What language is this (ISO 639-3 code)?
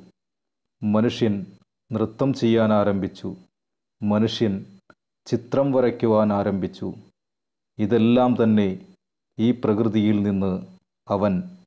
mal